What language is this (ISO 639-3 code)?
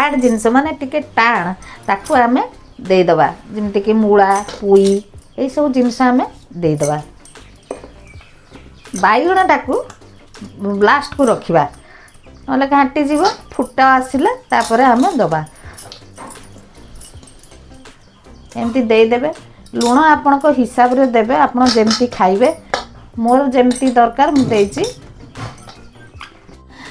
ori